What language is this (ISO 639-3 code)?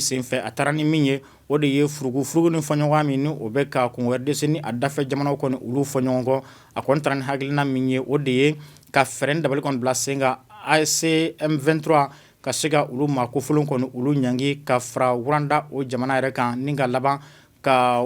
bam